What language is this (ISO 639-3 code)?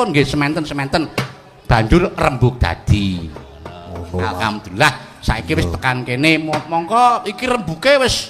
jav